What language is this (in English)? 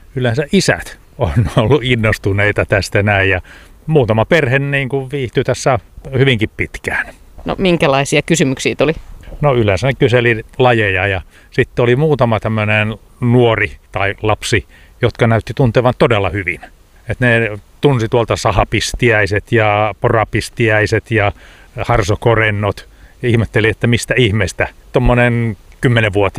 Finnish